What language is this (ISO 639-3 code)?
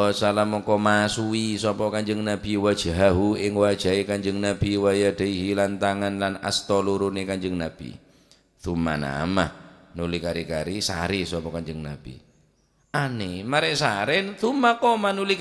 mad